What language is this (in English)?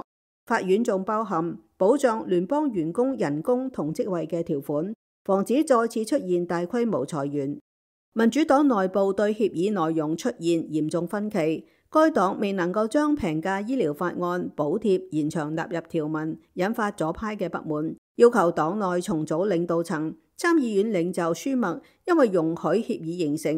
Cantonese